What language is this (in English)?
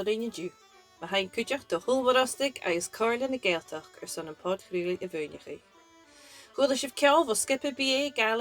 Scottish Gaelic